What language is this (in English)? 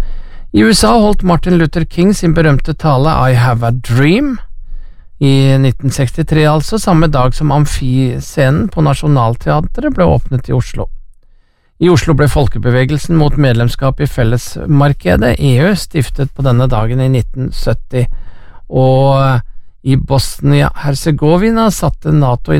Norwegian